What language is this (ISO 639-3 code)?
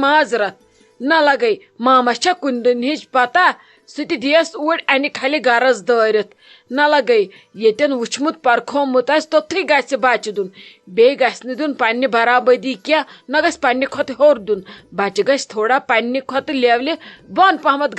kas